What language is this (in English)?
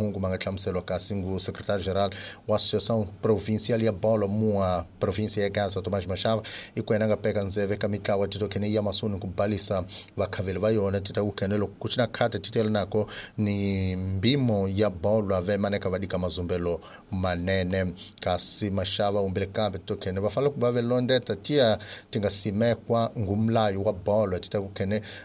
Tsonga